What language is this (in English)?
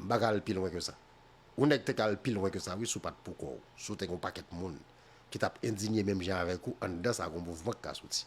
Haitian Creole